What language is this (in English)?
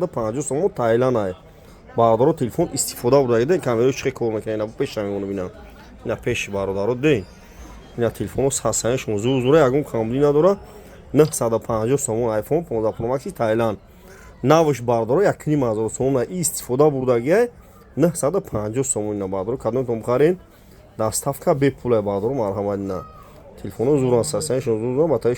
Tajik